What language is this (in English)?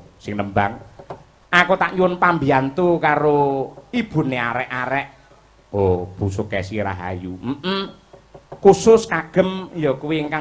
Javanese